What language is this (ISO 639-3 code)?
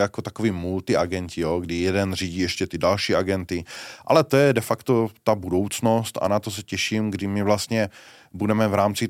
ces